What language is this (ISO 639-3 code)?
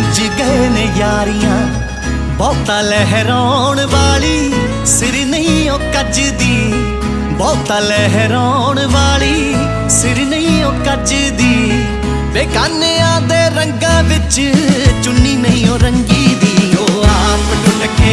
pan